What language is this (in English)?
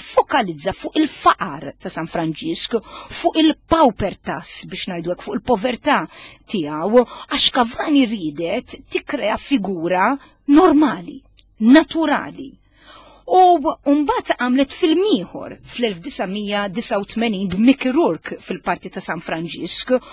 Maltese